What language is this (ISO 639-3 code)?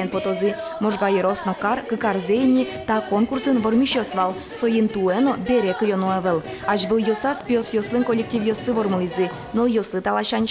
udm